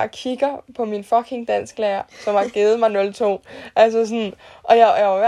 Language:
Danish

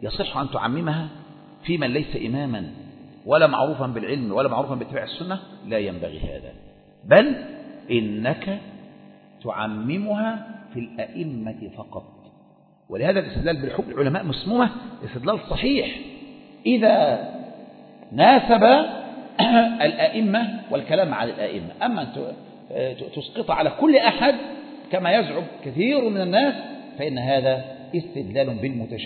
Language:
Arabic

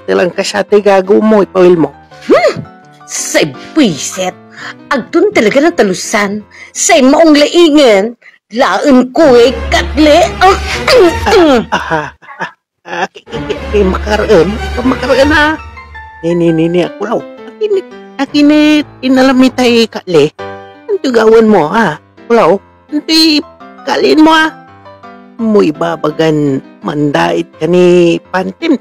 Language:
Pangasinan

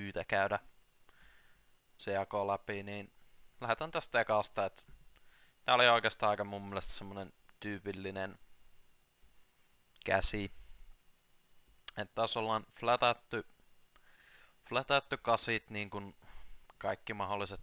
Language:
Finnish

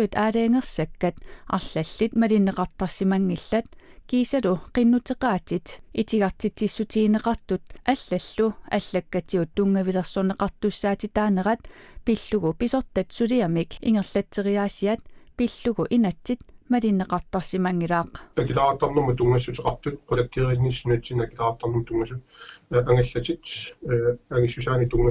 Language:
Kalaallisut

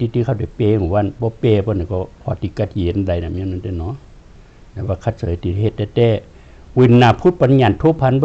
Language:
Shan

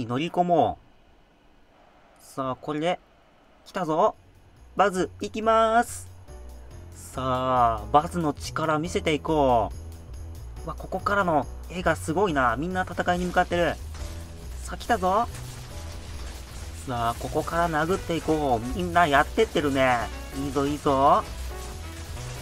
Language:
Japanese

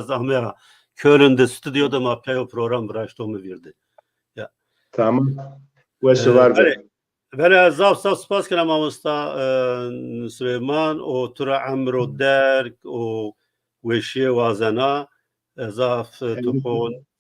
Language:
Zaza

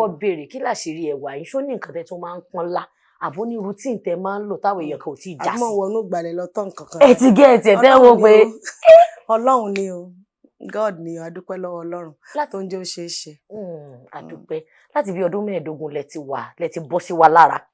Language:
Yoruba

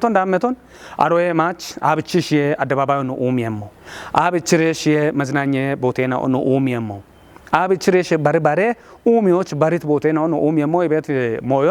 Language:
Kafa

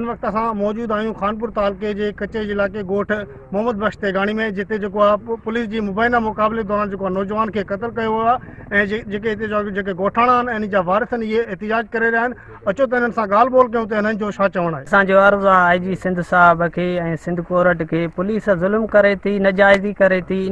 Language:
Sindhi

